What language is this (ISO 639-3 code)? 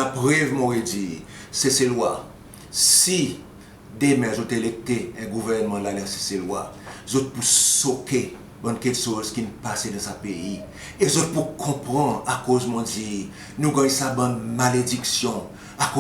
crs